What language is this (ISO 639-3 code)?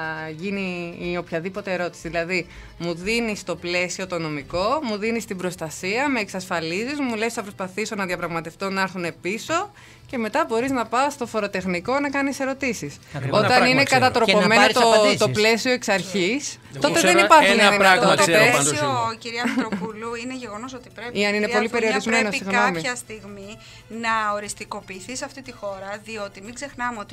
ell